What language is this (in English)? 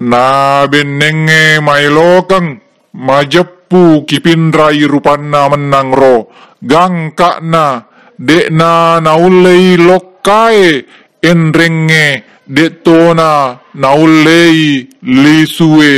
Buginese